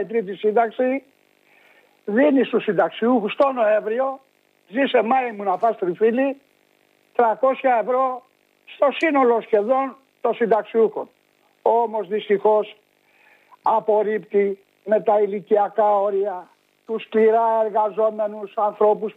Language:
Greek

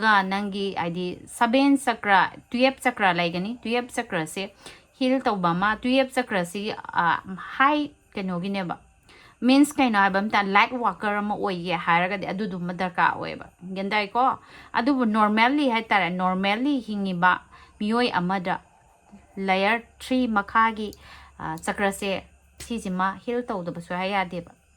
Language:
Manipuri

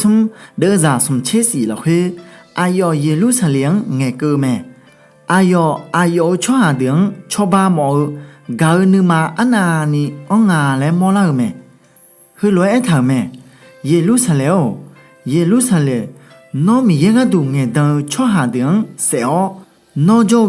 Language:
Akha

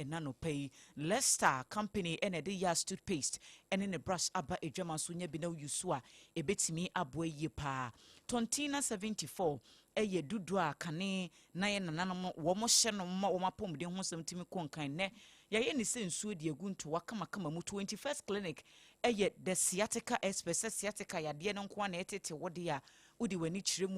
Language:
Akan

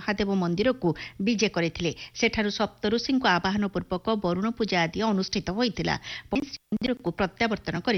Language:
Odia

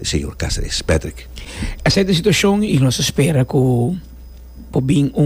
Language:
Papiamento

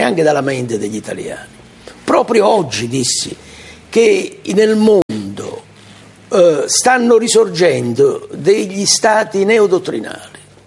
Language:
Italian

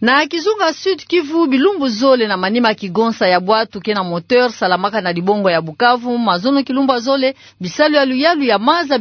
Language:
Kituba (Democratic Republic of Congo)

